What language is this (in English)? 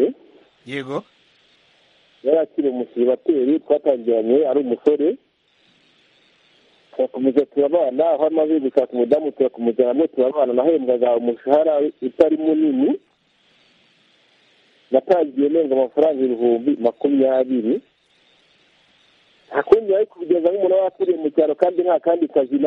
Kinyarwanda